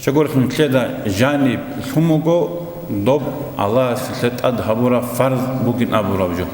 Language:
Avaric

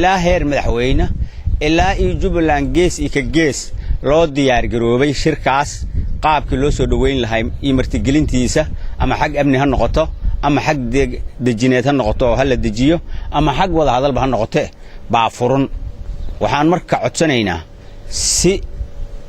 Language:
Somali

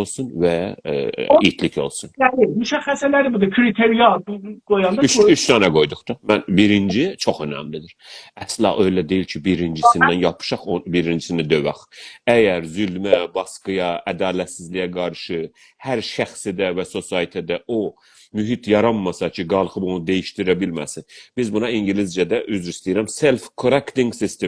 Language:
South Azerbaijani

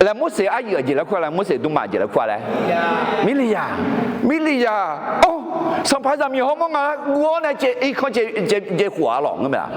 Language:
Akha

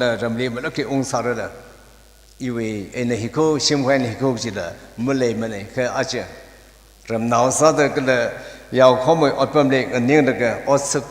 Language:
Tangkhul Naga (India)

